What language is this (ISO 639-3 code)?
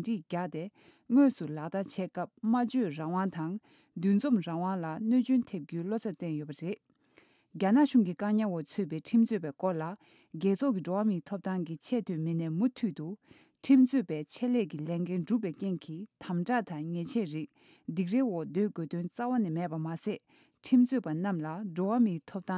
bod